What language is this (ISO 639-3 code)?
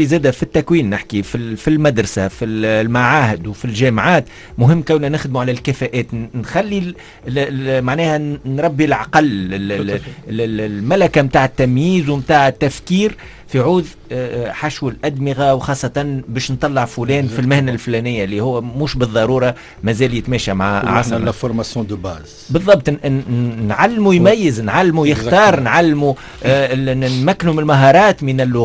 aeb